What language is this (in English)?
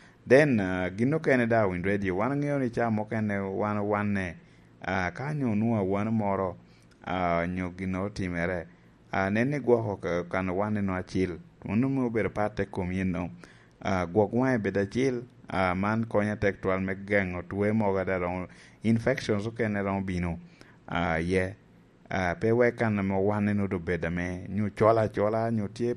Lango (Uganda)